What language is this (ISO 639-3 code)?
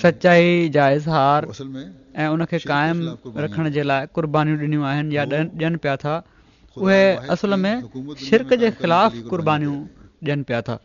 snd